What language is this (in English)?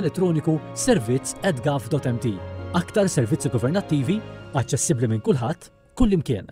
Maltese